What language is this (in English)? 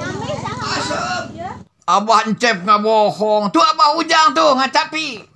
Sundanese